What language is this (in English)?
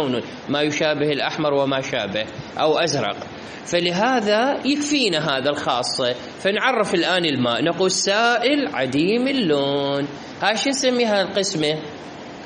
Mesopotamian Arabic